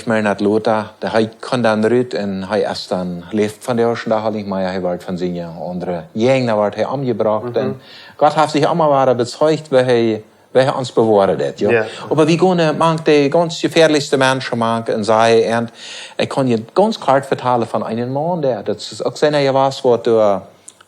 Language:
Plautdietsch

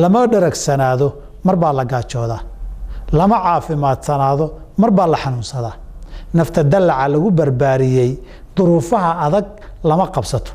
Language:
Somali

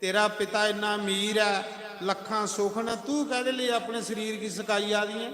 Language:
Dogri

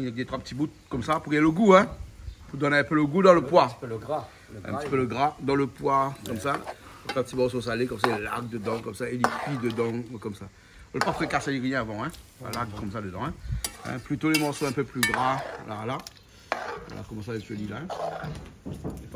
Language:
Réunion Creole French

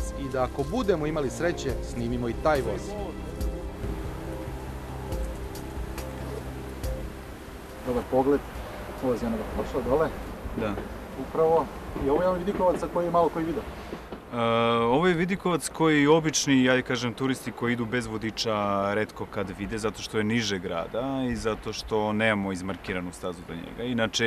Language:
Serbian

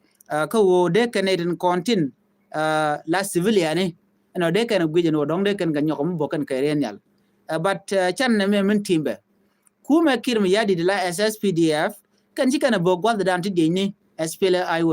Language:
Nuer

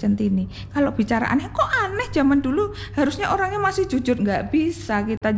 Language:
Indonesian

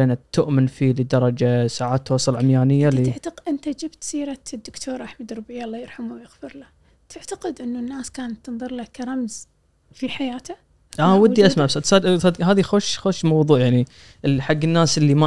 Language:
Gulf Arabic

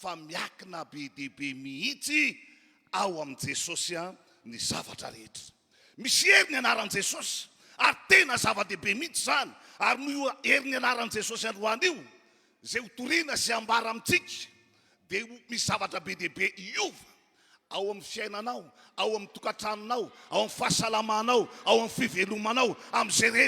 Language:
Malagasy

